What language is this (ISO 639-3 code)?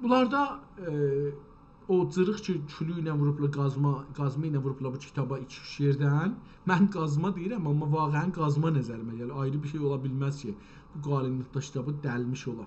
azb